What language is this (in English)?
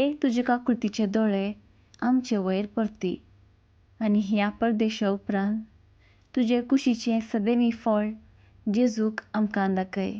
Konkani